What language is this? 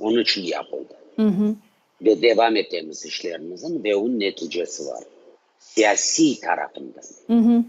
Crimean Tatar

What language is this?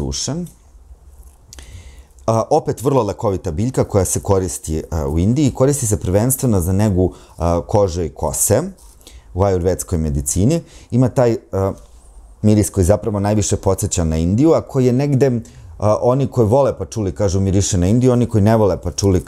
Serbian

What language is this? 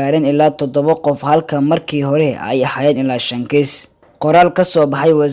Somali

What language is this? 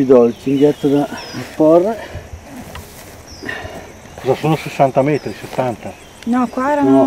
Italian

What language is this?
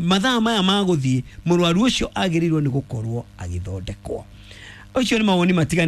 Kikuyu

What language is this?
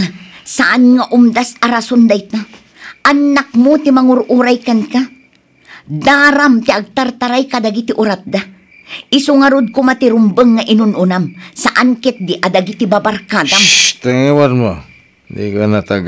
Iloko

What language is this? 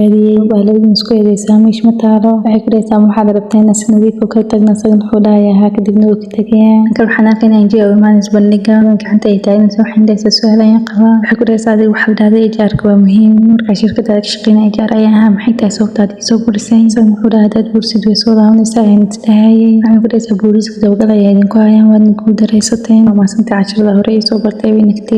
Somali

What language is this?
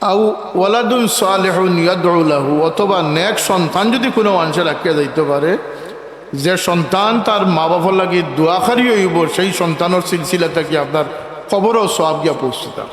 Sylheti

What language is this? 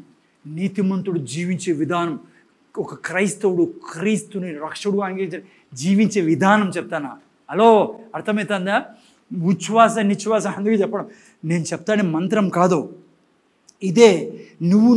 Telugu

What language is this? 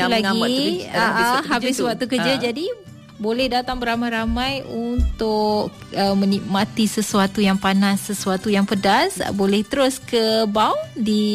Malay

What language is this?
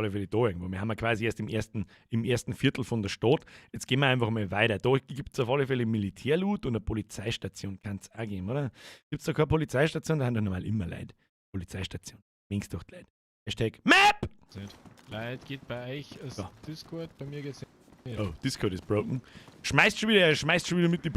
Bavarian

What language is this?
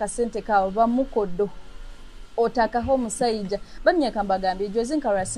Nyoro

